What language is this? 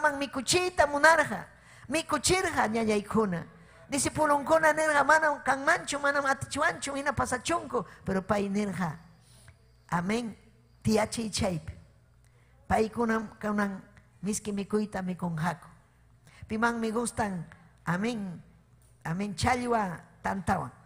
Ayacucho Quechua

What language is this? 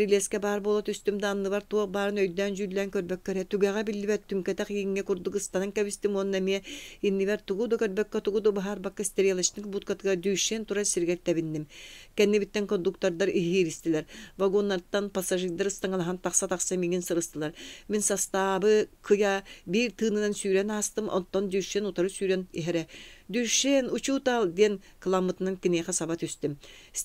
Yakut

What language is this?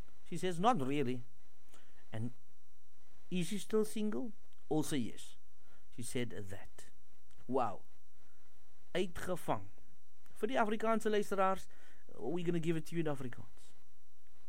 Afrikaans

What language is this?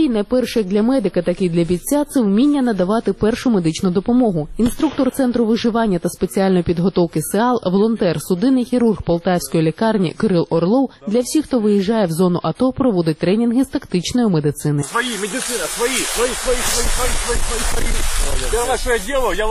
Ukrainian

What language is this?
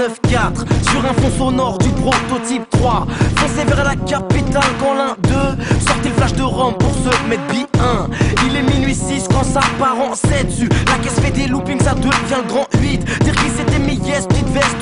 French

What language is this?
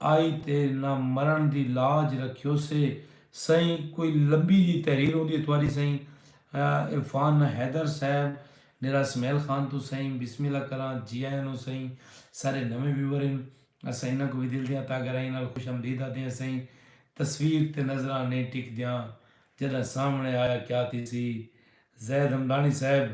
Saraiki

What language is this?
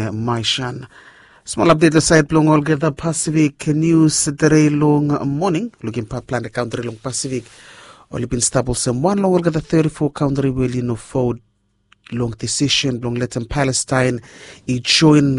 Bislama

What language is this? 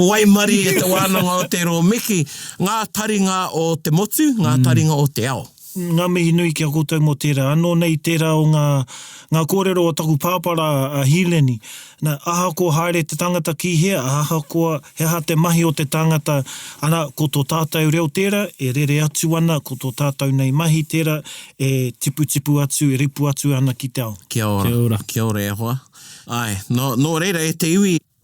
Māori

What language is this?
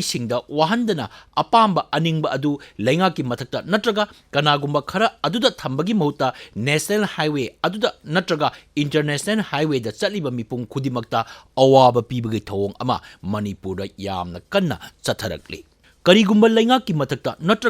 Manipuri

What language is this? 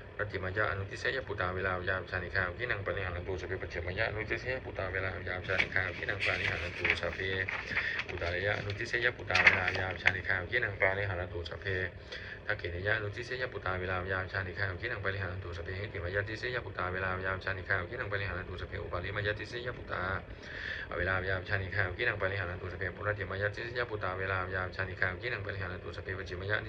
Pali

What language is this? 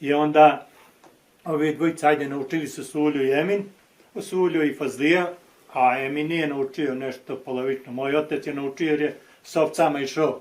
Bosnian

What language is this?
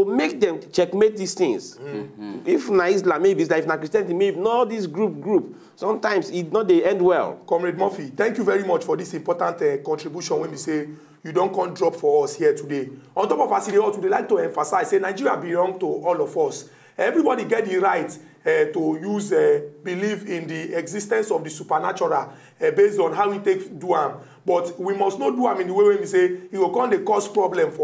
Nigerian Pidgin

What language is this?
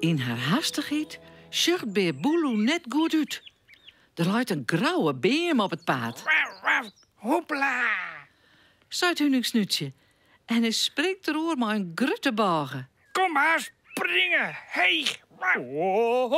Western Frisian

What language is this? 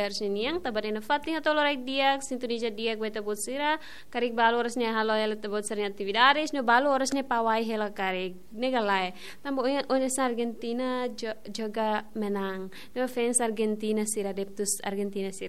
Tetum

